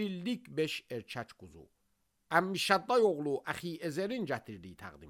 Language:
Azerbaijani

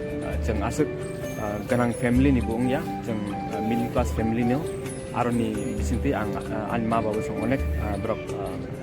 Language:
Kok Borok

